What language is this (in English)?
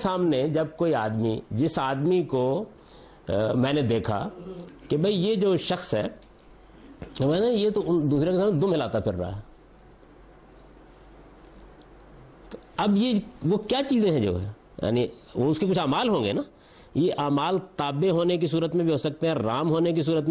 Urdu